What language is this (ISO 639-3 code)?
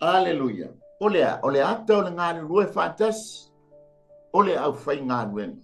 smo